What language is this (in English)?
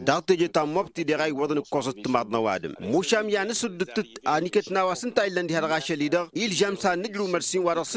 Tamasheq